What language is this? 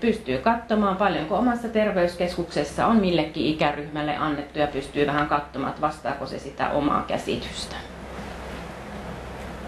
Finnish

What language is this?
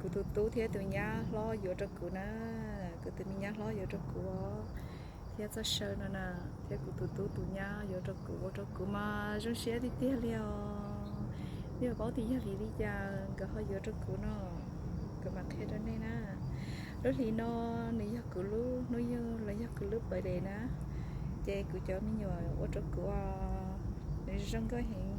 Hmong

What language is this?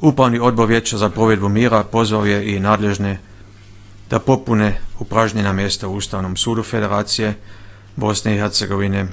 Bosnian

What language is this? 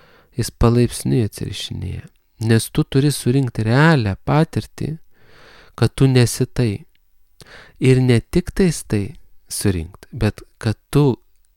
Lithuanian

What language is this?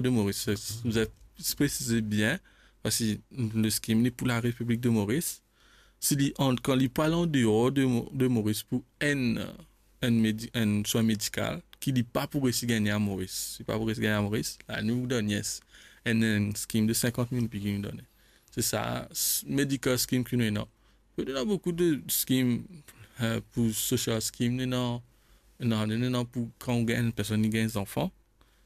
Morisyen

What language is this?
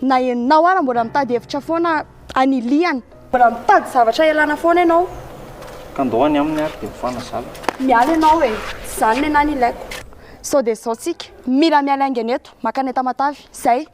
Malagasy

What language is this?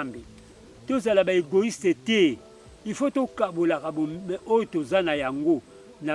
Lingala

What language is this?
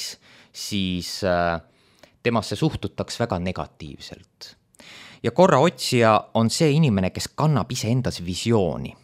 Estonian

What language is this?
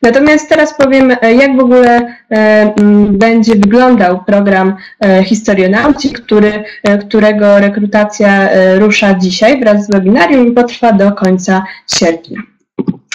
Polish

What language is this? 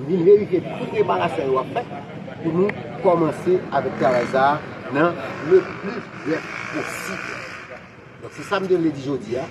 Haitian Creole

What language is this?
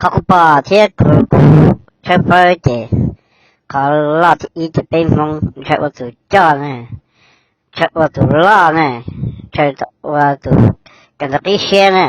Hmong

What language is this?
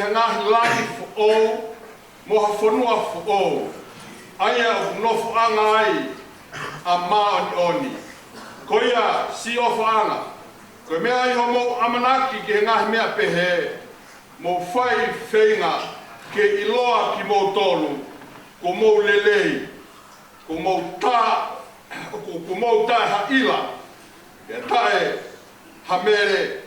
Tongan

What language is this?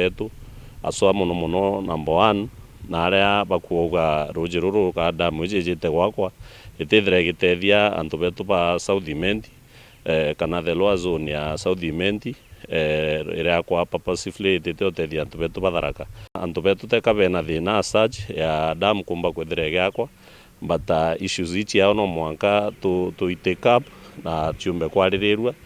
Meru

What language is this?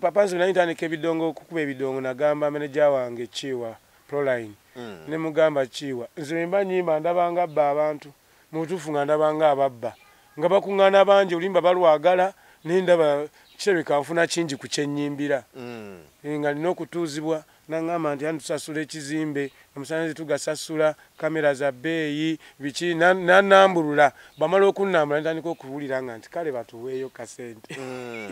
Ganda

